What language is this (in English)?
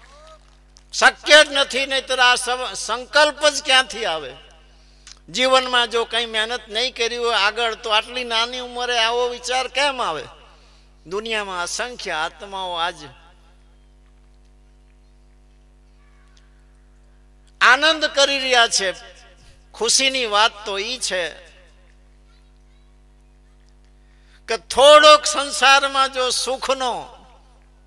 Gujarati